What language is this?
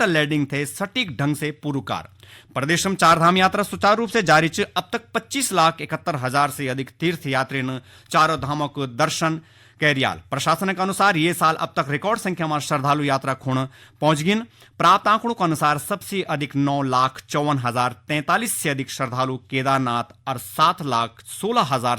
Garhwali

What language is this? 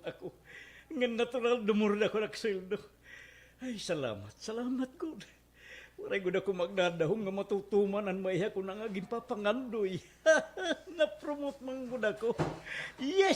Waray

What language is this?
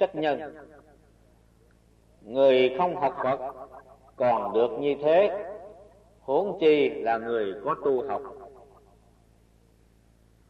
Vietnamese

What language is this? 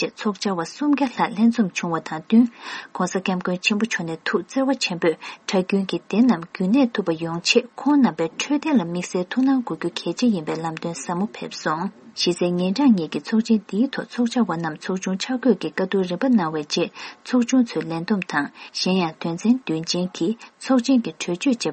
Tibetan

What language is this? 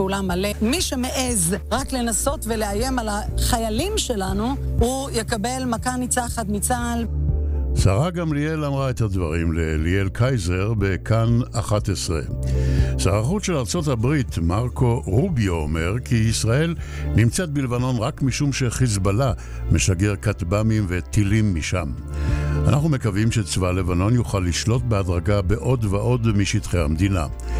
Hebrew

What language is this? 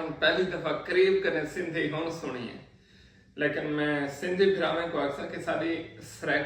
Saraiki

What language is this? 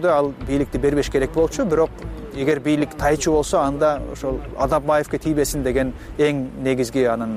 Kyrgyz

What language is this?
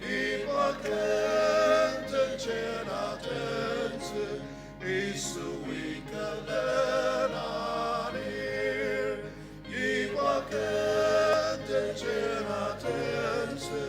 Ao Naga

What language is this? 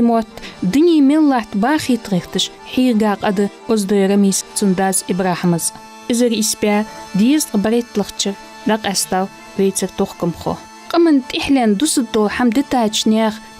Ingush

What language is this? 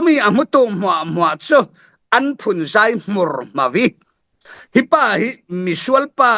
Falam Chin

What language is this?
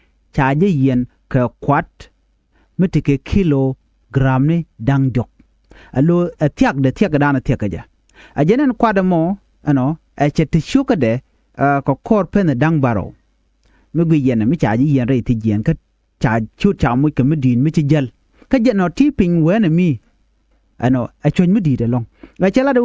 Nuer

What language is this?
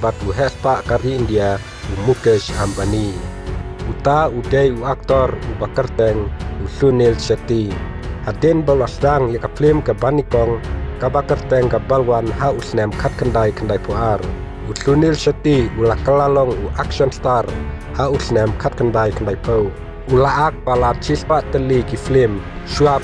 Khasi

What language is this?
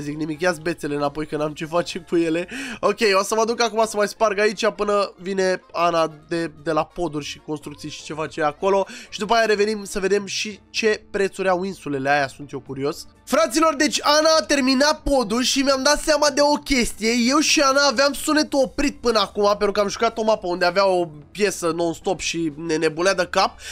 Romanian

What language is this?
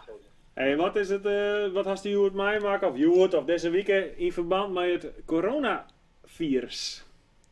Western Frisian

